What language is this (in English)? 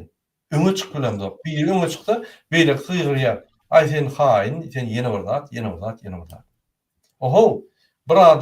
Turkmen